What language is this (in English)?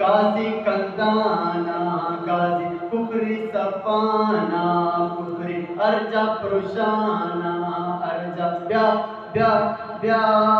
Eastern Balochi